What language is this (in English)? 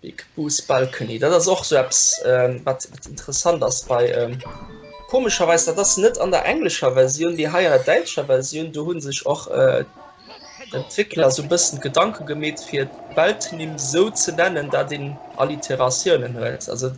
Luxembourgish